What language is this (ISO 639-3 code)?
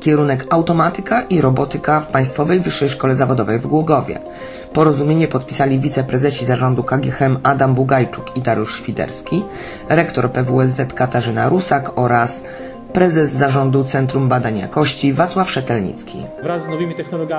pol